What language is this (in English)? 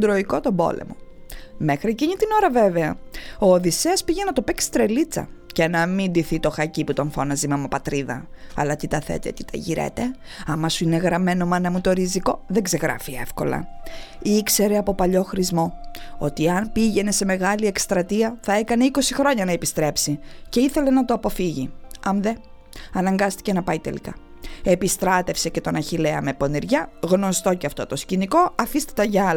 Greek